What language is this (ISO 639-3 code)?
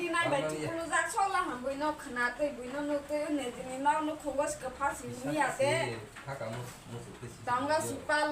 trp